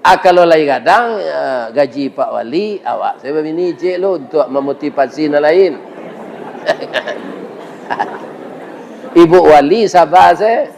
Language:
Minangkabau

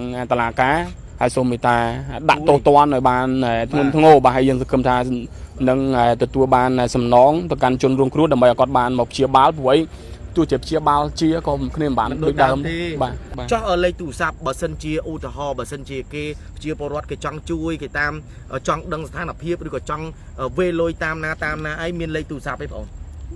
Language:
Khmer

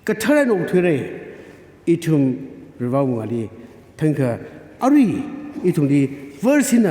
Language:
Tangkhul Naga (India)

